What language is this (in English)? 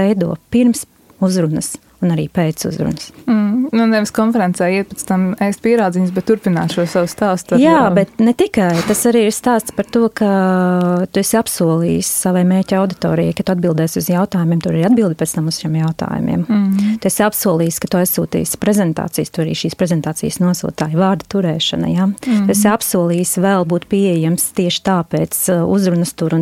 Latvian